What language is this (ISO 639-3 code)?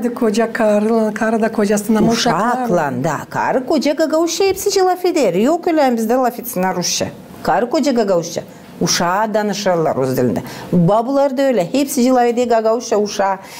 gag